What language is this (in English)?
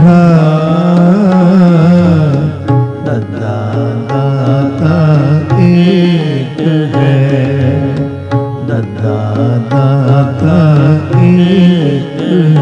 Punjabi